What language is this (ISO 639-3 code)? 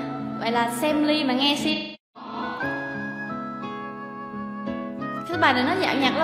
vie